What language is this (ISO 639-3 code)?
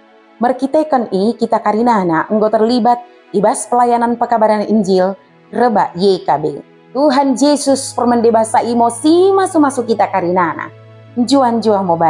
btd